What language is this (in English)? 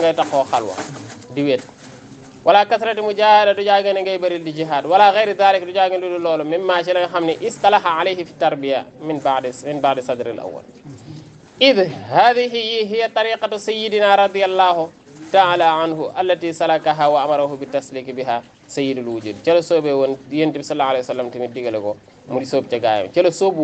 Wolof